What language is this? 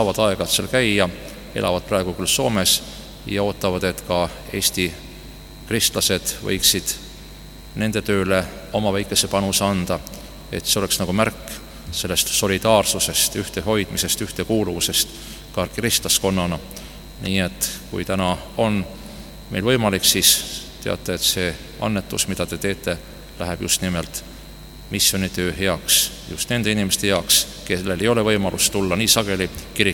Estonian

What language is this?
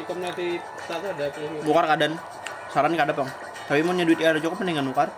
Banjar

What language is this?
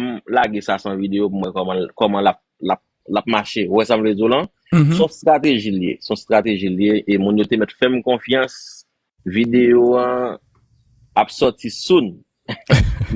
Haitian Creole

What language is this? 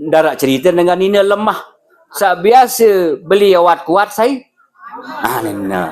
Sasak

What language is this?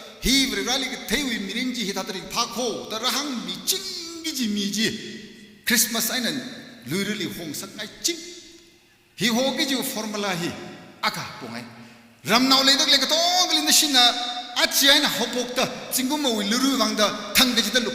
Tangkhul Naga (India)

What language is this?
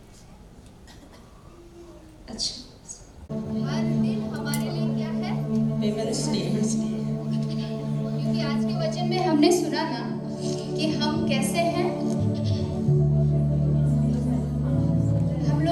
Hindi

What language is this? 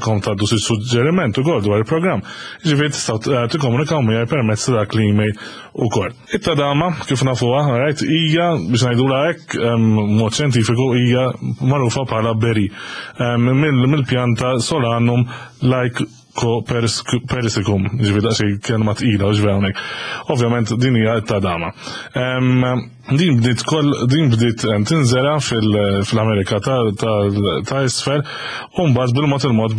Maltese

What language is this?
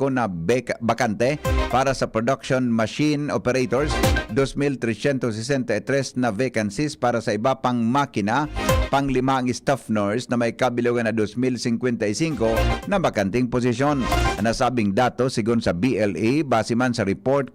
Bikol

